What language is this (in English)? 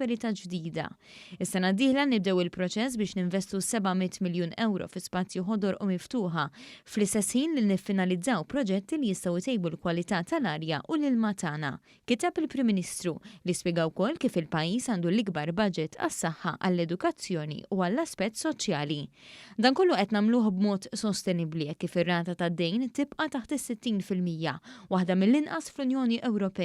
Maltese